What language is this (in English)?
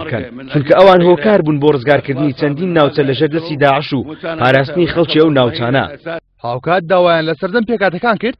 Central Kurdish